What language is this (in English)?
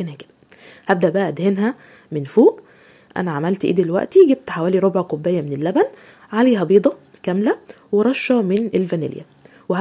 Egyptian Arabic